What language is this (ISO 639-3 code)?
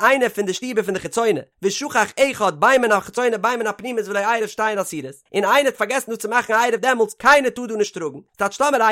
yid